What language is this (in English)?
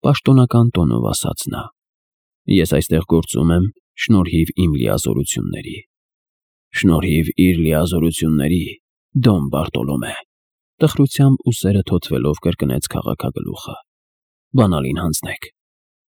Armenian